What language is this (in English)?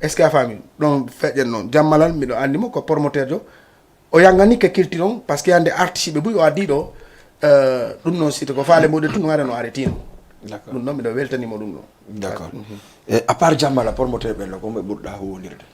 Fula